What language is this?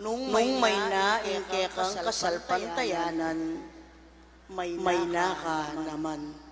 Pampanga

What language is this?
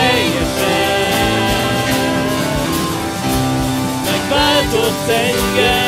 Hungarian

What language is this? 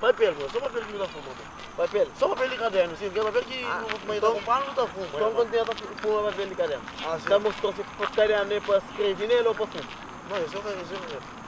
Kabuverdianu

